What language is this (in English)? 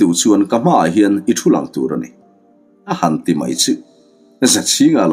Mizo